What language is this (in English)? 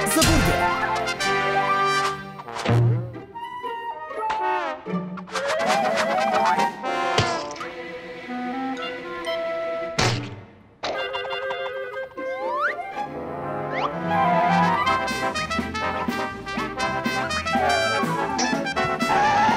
Bulgarian